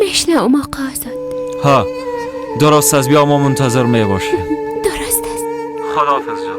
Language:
Persian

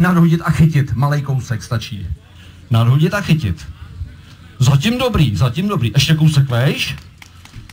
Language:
Czech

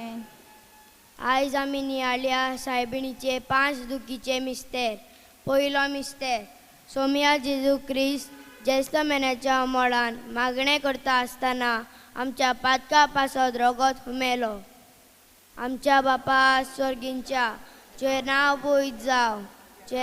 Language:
Konkani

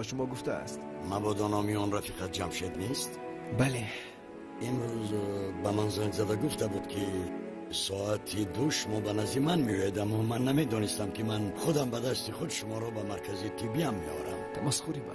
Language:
Tajik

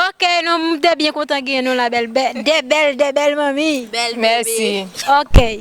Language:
Haitian Creole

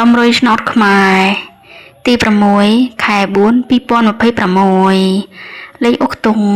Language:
Khmer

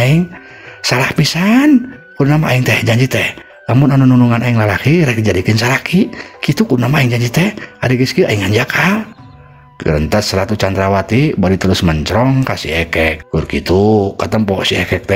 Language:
Sundanese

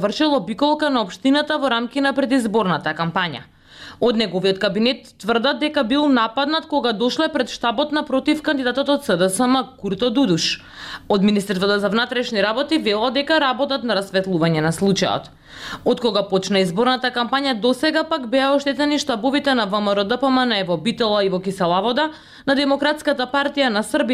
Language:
Macedonian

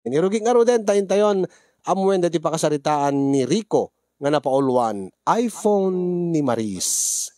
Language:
Iloko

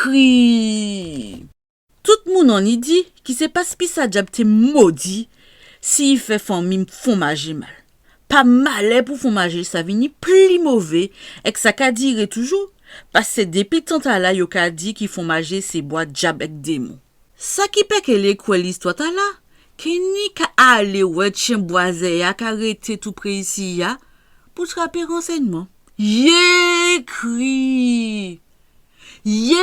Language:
Guadeloupean Creole French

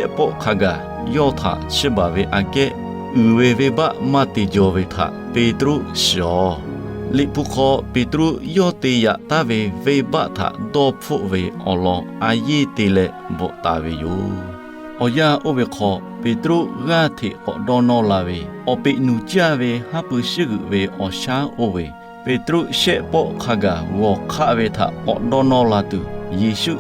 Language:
Lahu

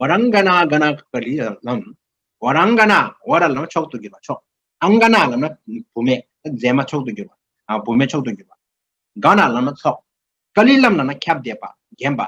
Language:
Tibetan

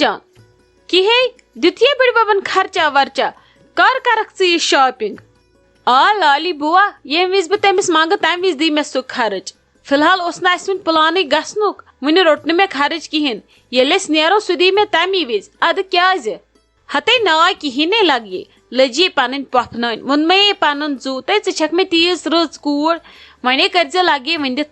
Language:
Kashmiri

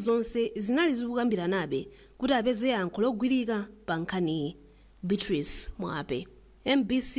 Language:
Nyanja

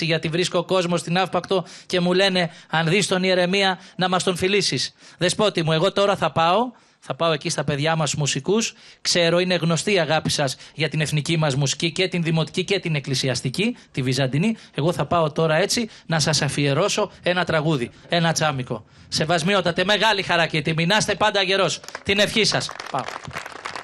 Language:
Greek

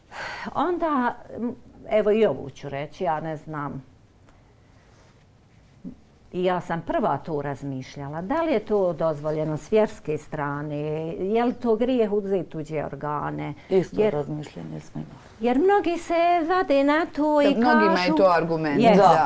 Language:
Bosnian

